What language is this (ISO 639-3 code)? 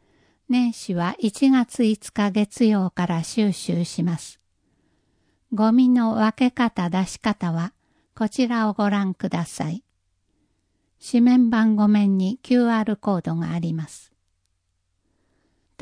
jpn